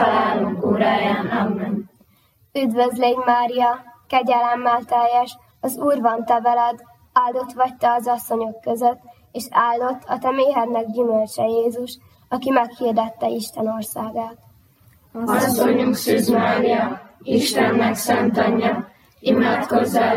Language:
Hungarian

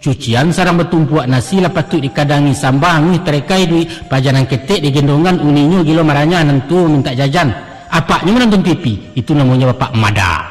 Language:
Minangkabau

